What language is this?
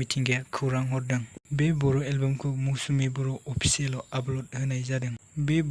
Bodo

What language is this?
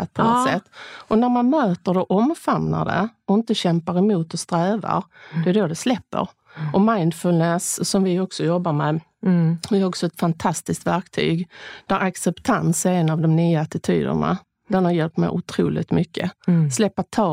Swedish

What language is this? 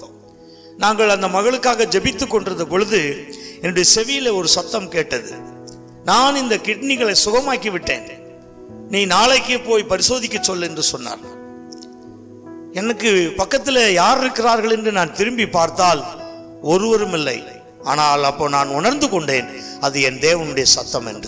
Tamil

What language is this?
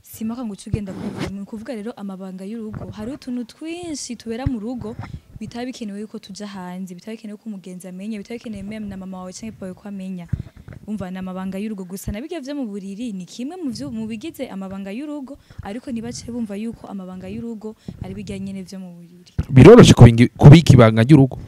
Rundi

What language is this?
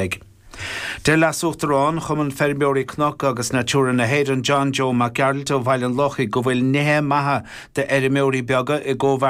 Irish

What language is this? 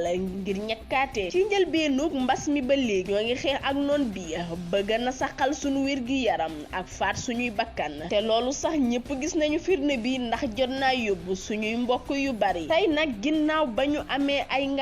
Wolof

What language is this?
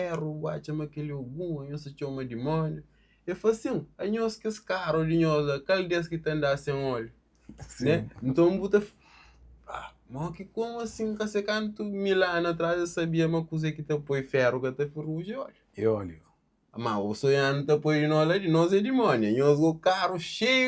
Kabuverdianu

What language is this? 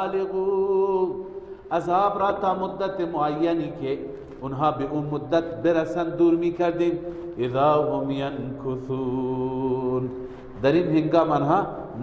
Persian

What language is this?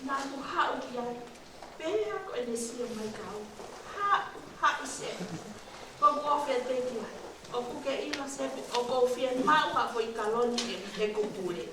Tongan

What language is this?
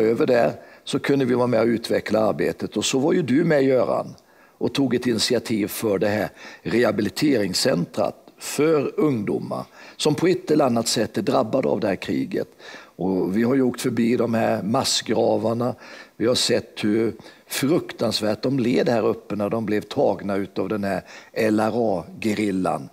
Swedish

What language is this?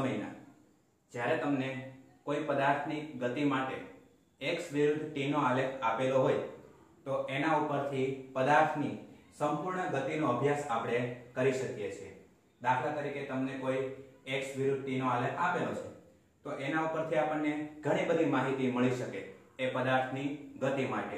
Gujarati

